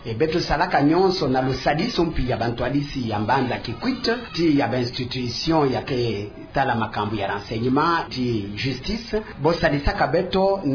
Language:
Kituba (Democratic Republic of Congo)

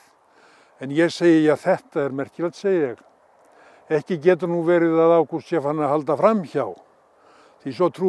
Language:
Icelandic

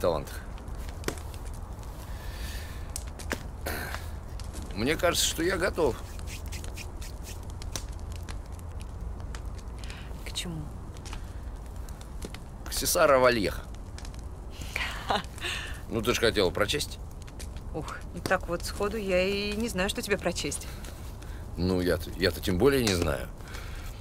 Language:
Russian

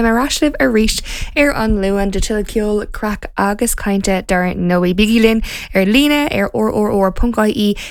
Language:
Irish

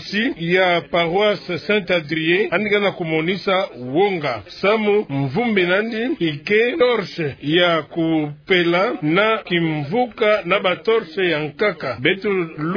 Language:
Kituba (Democratic Republic of Congo)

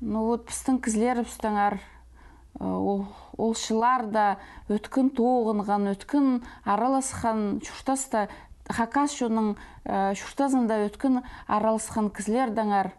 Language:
Khakas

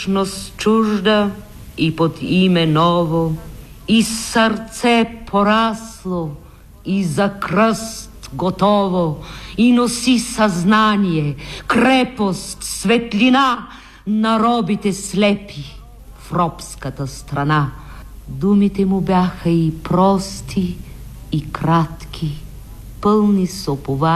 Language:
Bulgarian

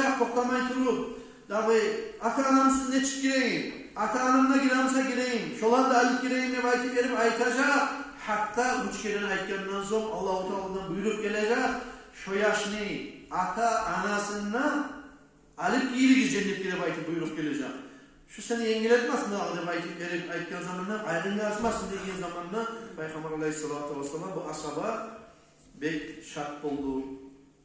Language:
Kumyk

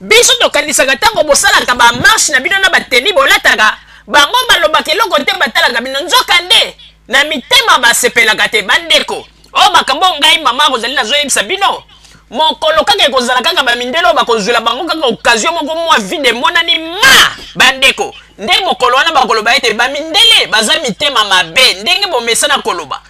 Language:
Lingala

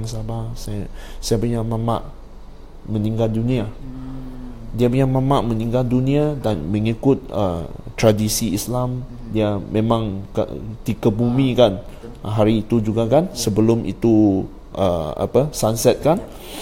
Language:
Malay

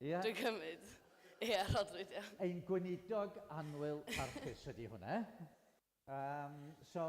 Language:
Welsh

